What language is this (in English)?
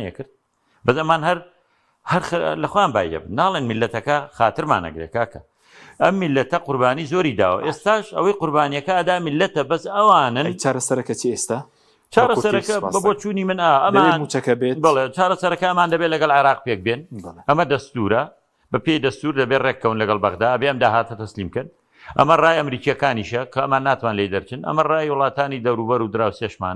Central Kurdish